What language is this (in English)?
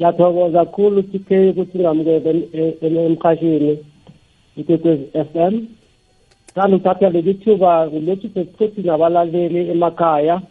South Ndebele